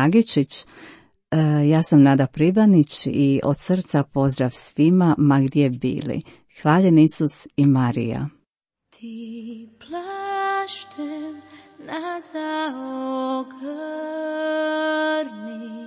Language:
Croatian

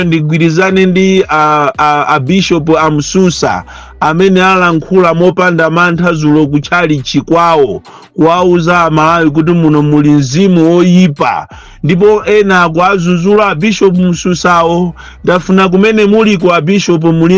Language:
Nyanja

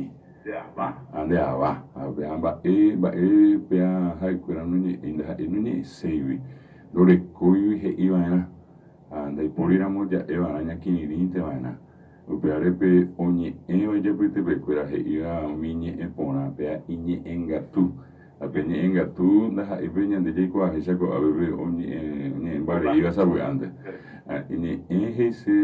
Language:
Guarani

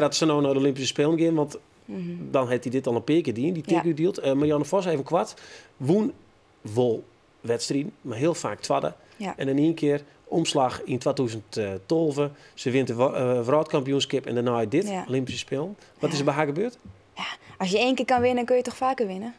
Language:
Western Frisian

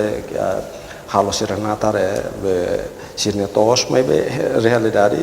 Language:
Tetum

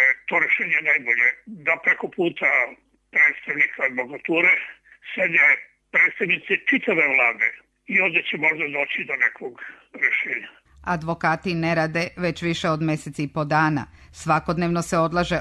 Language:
Serbian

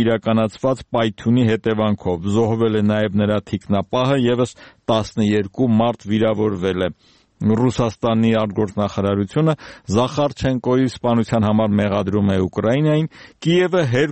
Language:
Armenian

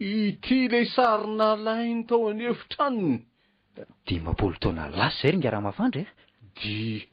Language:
Malagasy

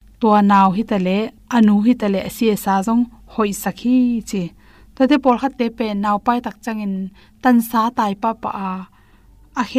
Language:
Tedim Chin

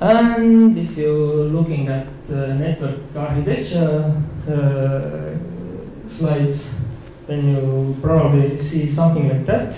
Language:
English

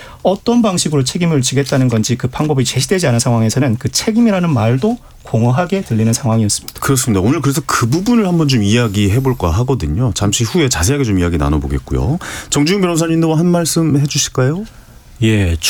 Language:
Korean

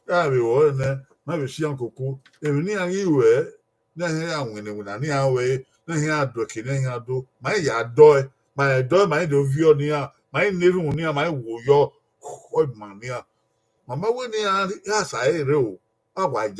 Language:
Bini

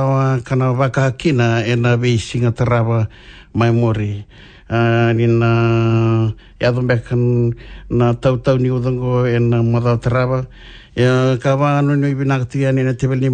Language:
Fijian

